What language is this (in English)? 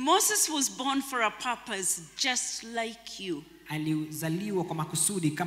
Swahili